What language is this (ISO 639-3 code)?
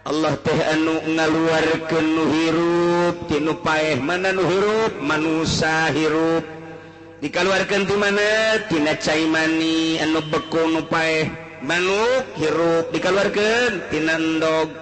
sun